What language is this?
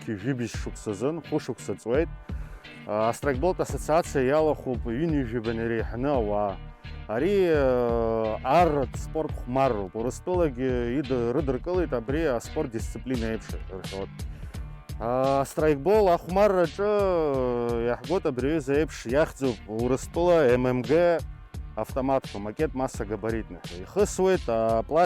Abkhazian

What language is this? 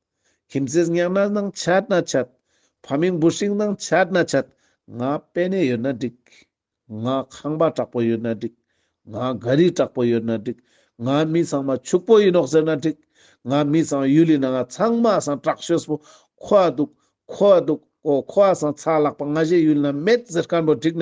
Ladakhi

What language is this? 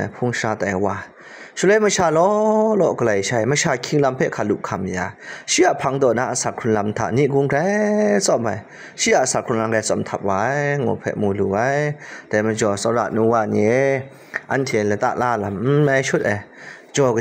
Kachin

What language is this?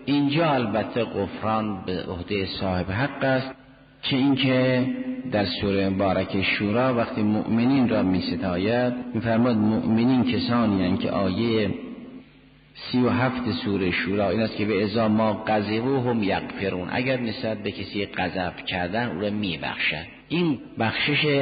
Persian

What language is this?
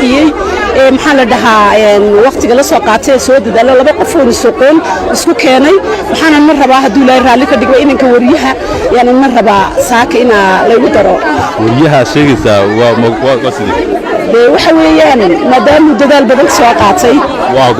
Somali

